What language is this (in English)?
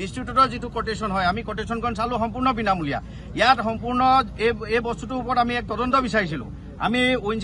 Assamese